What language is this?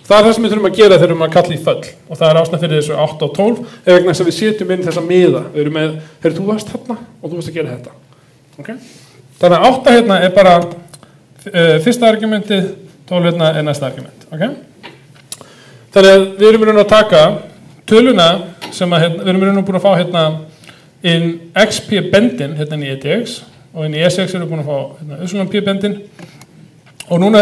Icelandic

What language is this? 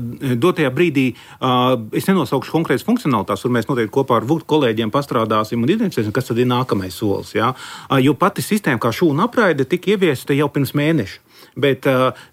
Latvian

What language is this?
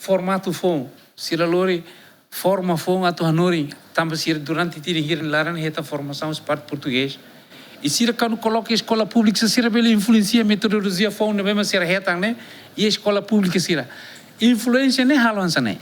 Tetum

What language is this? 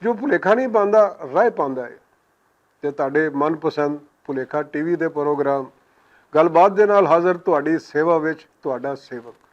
Western Panjabi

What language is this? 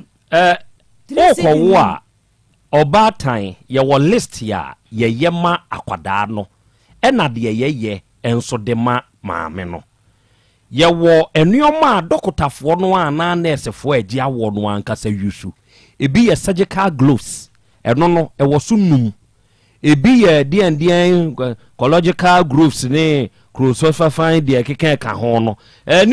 Akan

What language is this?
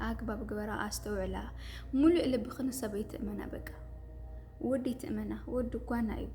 Tigrinya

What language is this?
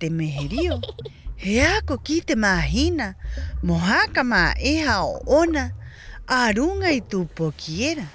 Rapanui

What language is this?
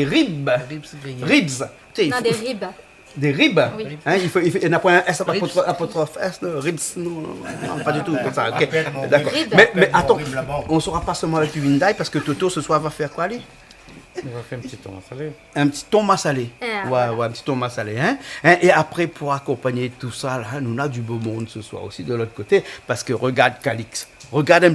Réunion Creole French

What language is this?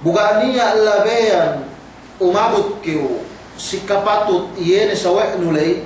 Yakan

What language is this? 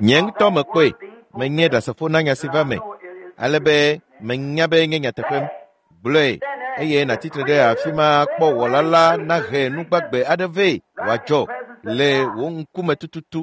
Ewe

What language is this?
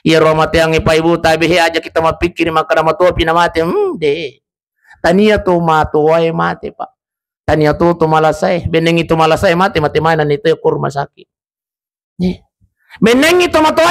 Buginese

